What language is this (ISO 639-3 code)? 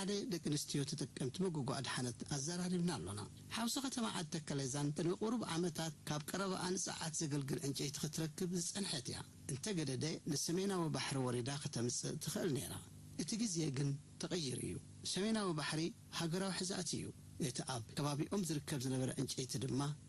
tir